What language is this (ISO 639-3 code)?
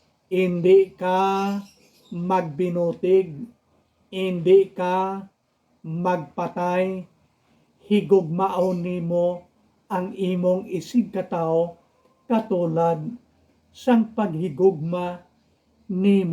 hil